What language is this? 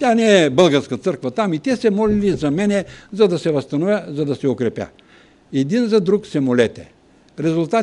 Bulgarian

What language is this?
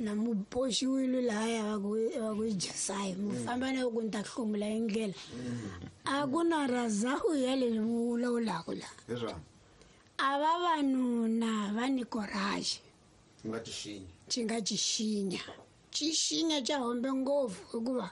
Tsonga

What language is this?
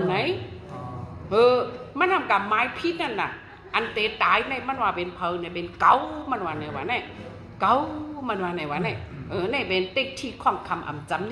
Shan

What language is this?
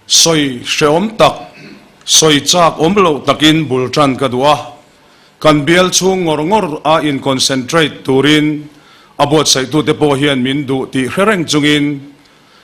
Mizo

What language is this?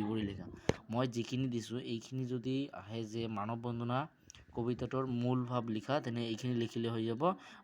Assamese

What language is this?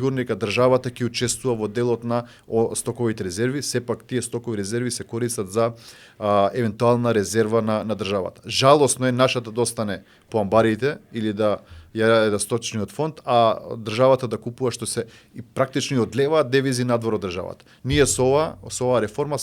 Macedonian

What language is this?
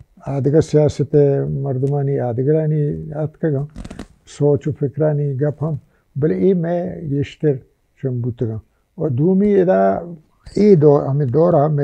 Baluchi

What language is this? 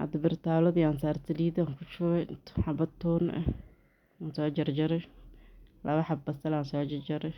Somali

